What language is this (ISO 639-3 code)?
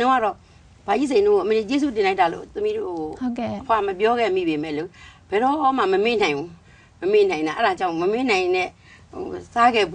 mya